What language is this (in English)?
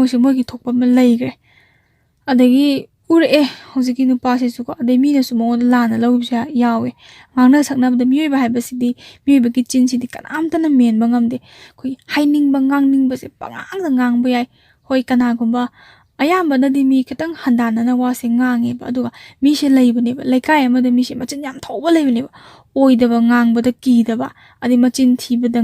Manipuri